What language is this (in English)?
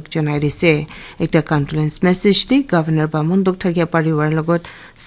Naga Pidgin